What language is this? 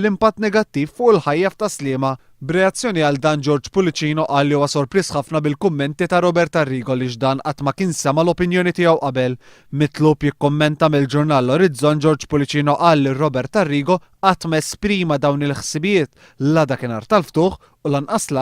Maltese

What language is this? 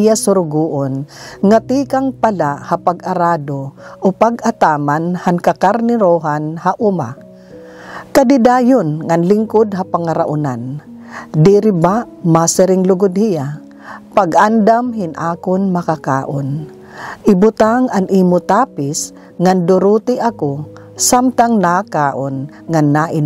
Waray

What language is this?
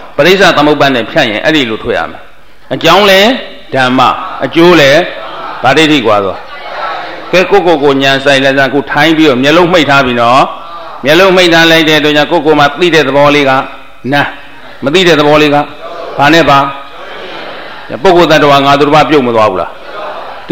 Burmese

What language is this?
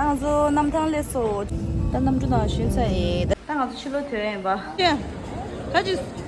Tibetan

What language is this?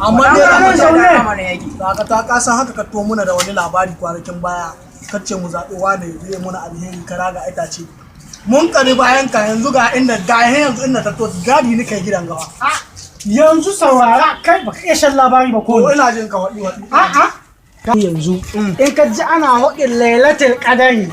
Hausa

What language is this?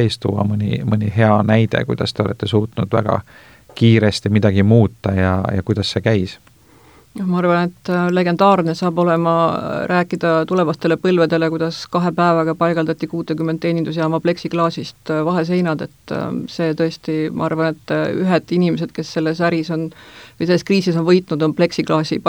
Estonian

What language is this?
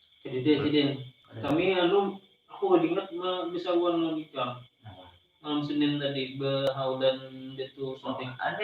Banjar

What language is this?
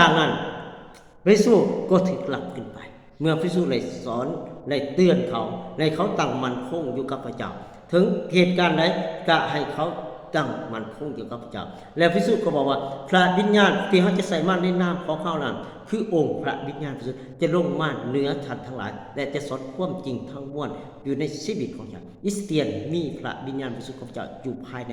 Lao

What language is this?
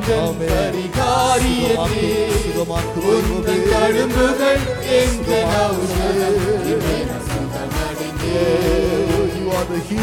Tamil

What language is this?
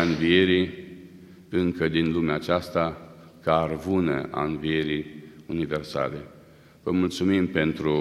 Romanian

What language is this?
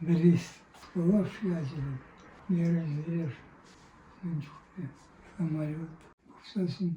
Chuvash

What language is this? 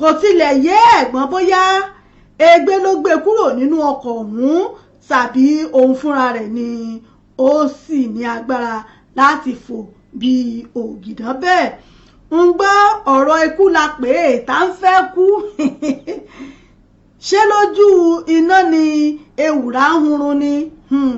Yoruba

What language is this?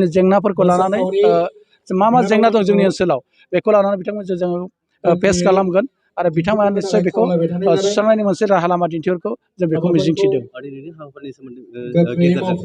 Bodo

